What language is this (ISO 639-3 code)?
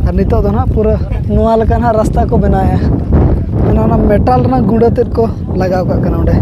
sat